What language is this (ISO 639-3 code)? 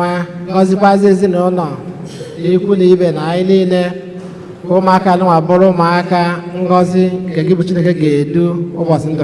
ibo